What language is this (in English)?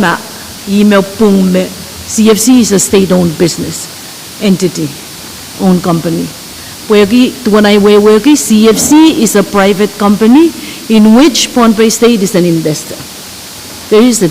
Pohnpeian